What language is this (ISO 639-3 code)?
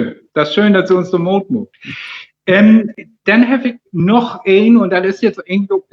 nds